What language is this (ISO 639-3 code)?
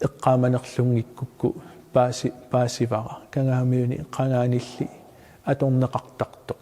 kal